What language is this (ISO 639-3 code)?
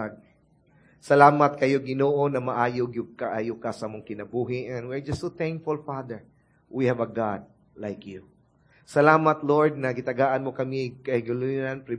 ceb